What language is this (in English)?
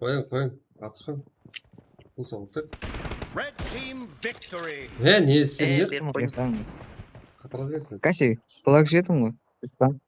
Kara-Kalpak